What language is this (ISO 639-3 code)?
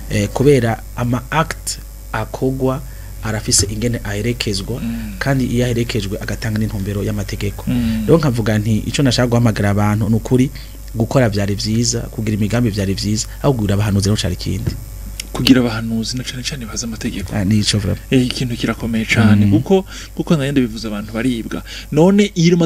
run